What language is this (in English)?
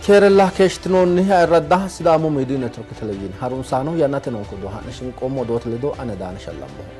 Sidamo